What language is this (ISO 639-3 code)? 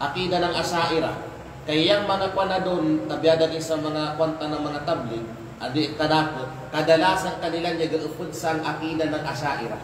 kqe